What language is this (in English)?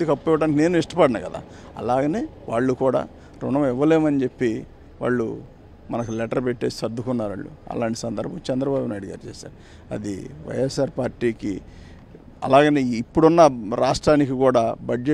Telugu